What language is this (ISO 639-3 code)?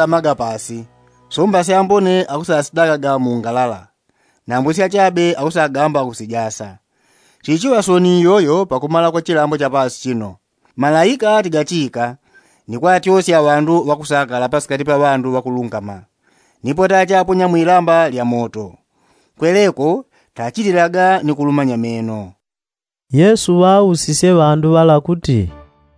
yao